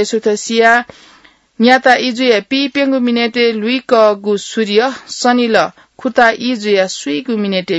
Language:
Newari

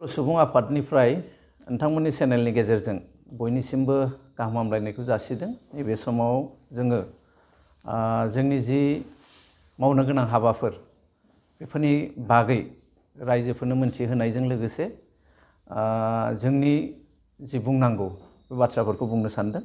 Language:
Bodo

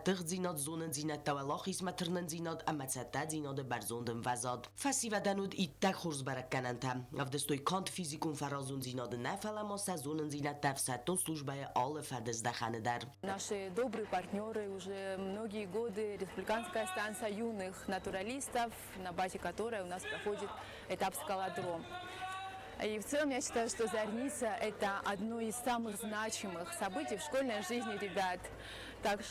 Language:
Ossetic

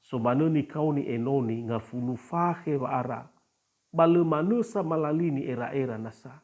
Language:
Nias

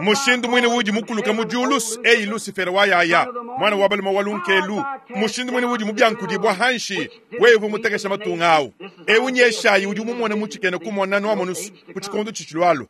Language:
Luba-Lulua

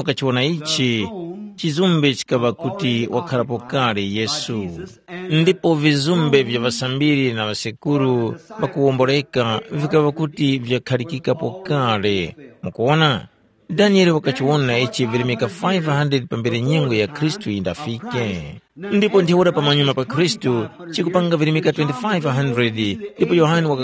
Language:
Tumbuka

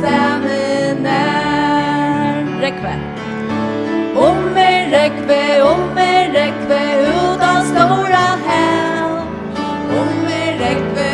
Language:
Faroese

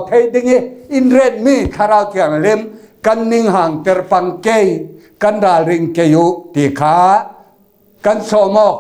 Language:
Falam Chin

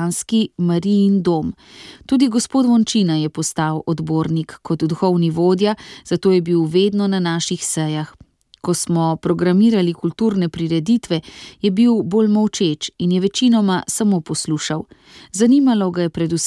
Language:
Slovenian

